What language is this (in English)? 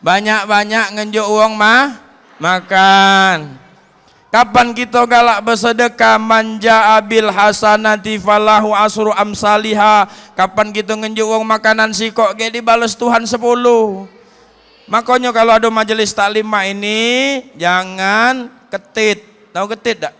Musi